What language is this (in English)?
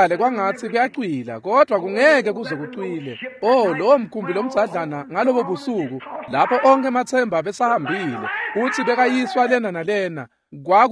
Swati